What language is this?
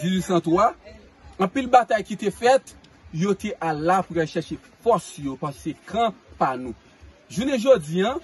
Haitian Creole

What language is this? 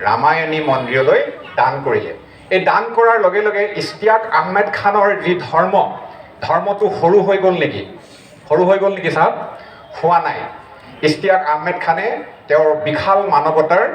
Assamese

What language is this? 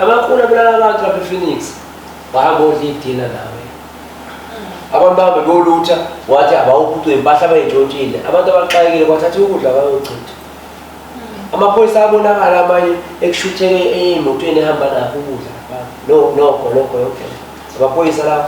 Zulu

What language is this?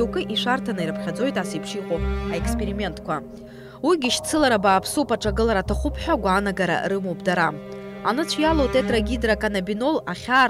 Abkhazian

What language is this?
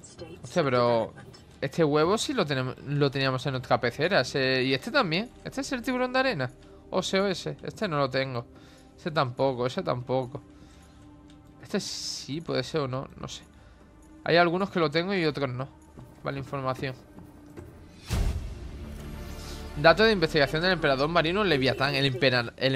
Spanish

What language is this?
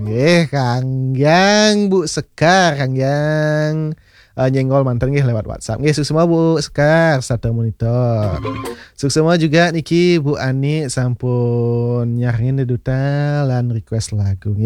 Balinese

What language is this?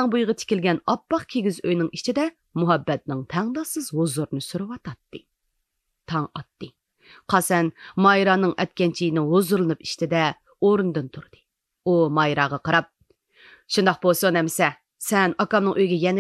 Uyghur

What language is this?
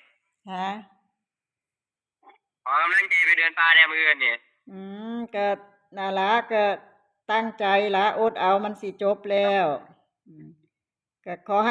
Northeastern Thai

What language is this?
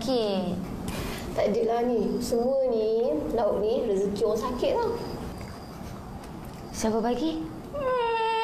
Malay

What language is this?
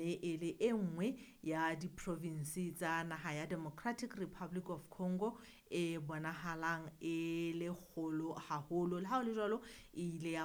Southern Sotho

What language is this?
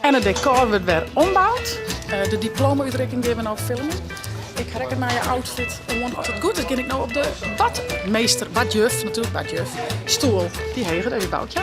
Western Frisian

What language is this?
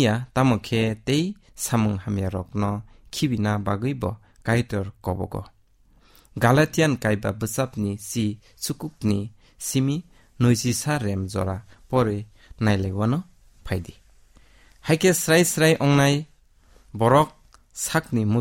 Kok Borok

